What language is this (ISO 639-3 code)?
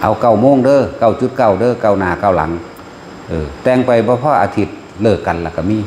lao